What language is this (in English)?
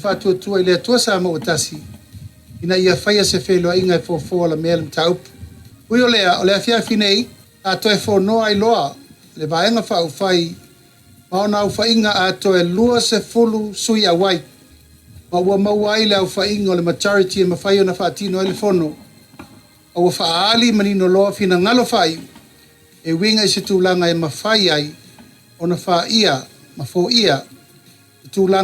Samoan